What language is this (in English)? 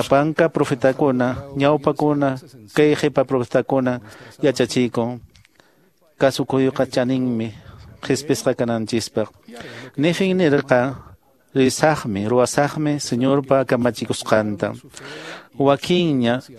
Quechua